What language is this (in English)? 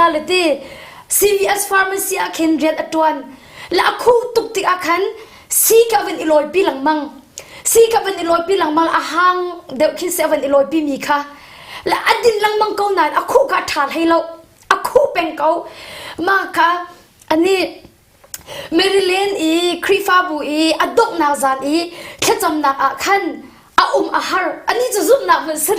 Hakha Chin